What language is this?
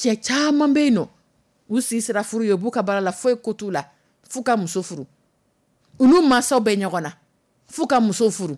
Dyula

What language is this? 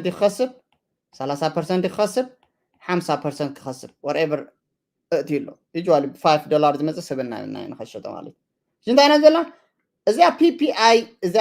Tigrinya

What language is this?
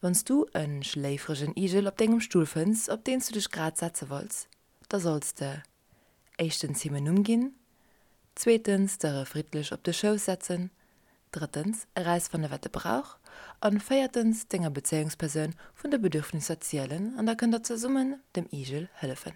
Luxembourgish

